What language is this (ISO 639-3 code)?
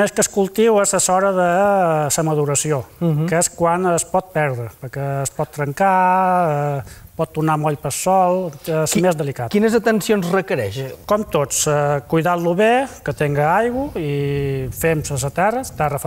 cat